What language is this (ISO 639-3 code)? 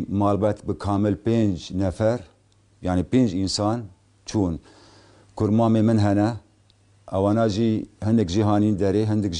kur